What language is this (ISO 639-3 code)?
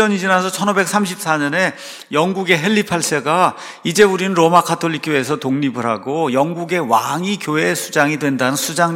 kor